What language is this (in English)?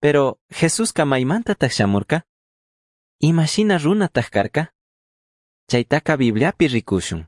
Chimborazo Highland Quichua